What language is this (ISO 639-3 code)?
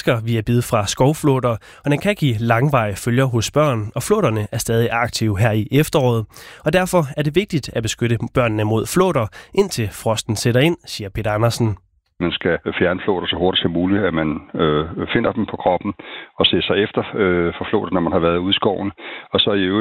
dan